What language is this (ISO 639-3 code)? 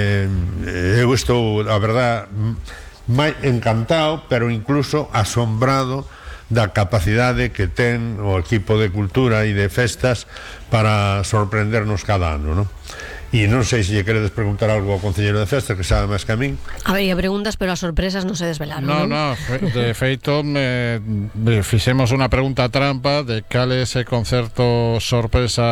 glg